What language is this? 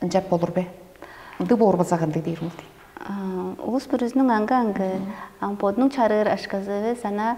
Tuvinian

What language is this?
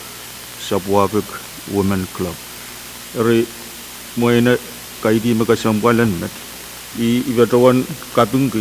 Pohnpeian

